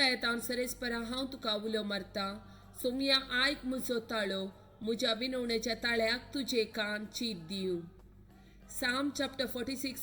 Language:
Konkani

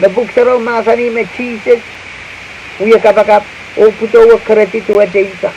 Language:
Pohnpeian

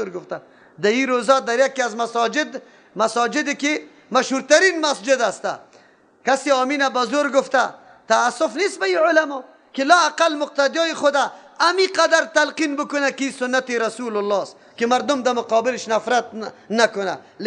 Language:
Persian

